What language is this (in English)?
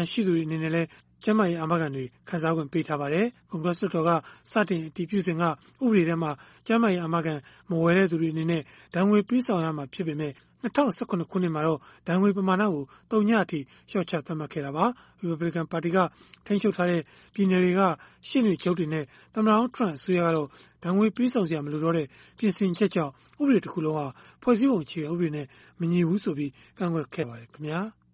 Burmese